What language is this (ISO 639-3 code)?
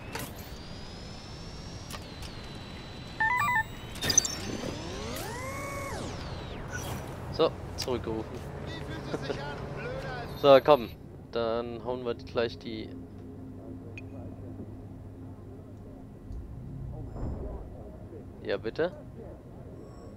deu